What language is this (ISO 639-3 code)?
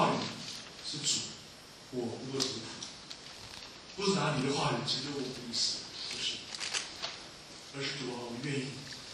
zho